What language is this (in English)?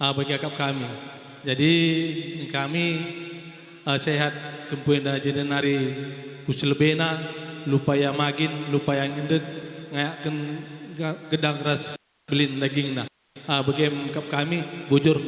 Batak Karo